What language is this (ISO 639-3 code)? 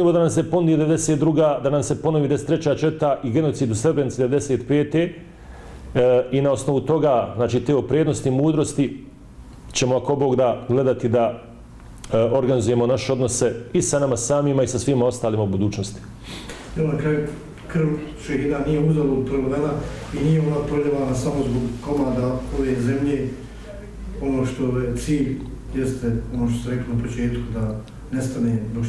bos